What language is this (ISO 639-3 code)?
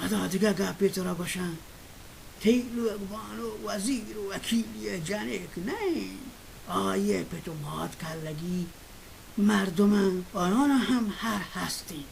bal